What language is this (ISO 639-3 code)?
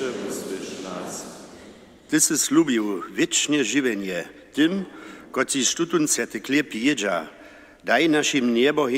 hsb